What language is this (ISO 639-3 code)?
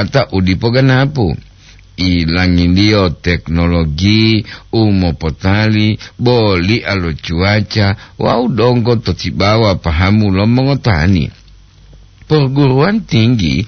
gor